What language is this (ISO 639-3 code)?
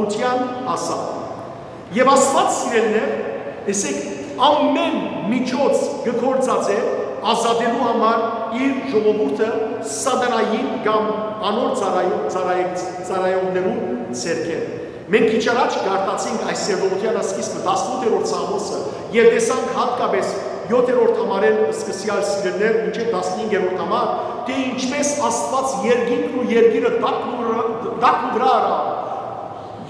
hyw